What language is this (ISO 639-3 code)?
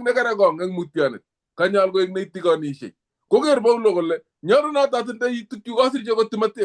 kln